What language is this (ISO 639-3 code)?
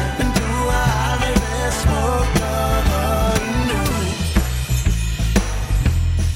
dan